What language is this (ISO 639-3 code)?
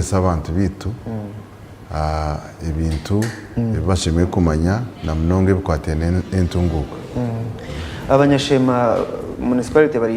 nyn